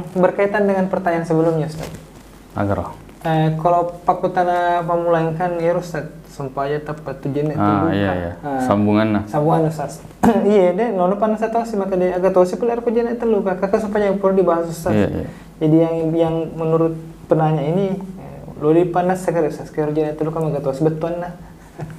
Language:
Buginese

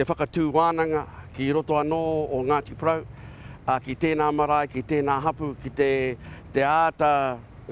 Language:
Māori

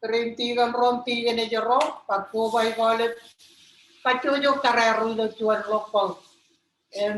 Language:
Marshallese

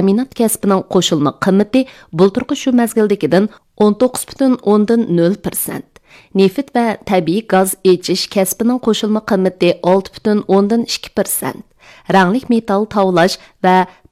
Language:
Uyghur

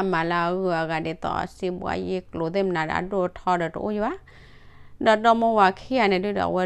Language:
S'gaw Karen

